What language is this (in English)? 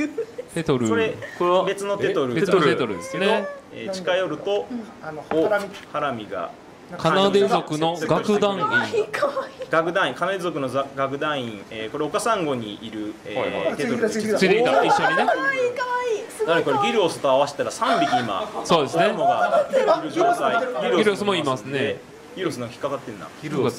Japanese